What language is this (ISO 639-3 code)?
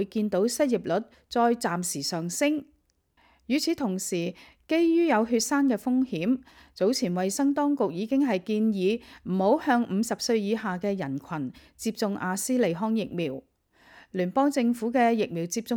yue